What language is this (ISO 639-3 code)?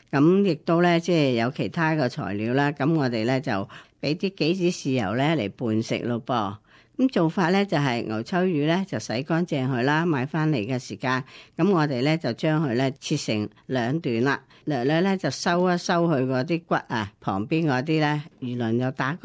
yue